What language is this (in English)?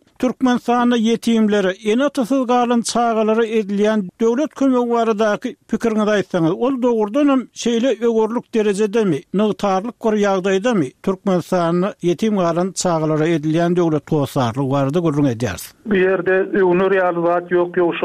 Turkmen